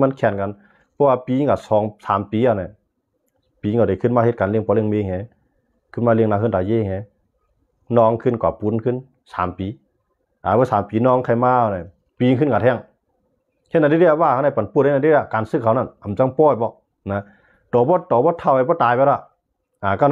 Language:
Shan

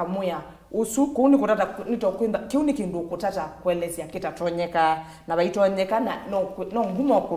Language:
Kamba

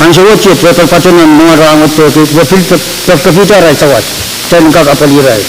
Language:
Pohnpeian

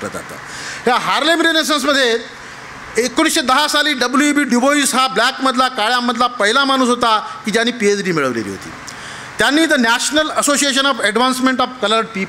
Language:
Marathi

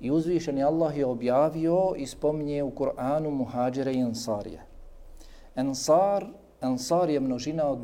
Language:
Bosnian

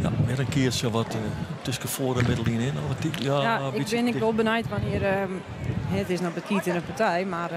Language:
Western Frisian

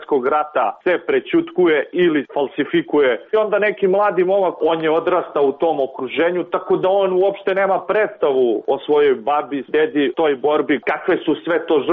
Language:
Serbian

